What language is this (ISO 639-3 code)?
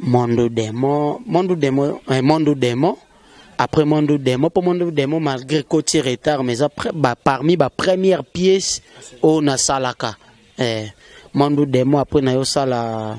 lin